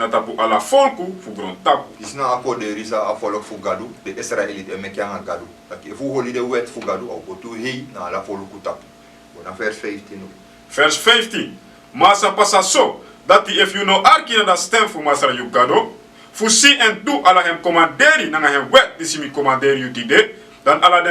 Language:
Sranan Tongo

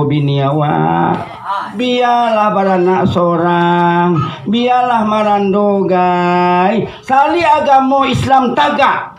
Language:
Minangkabau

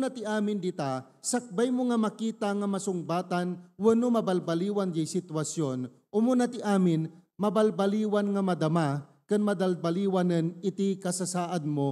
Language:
Iloko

